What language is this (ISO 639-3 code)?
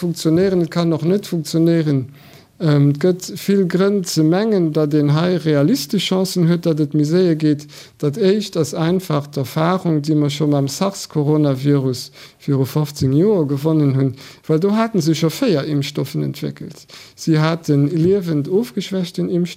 ltz